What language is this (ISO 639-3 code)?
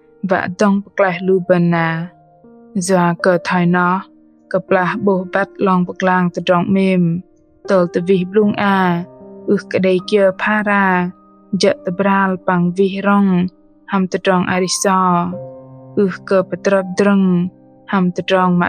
bdq